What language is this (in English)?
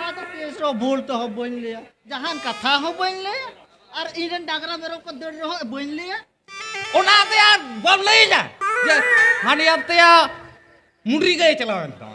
Santali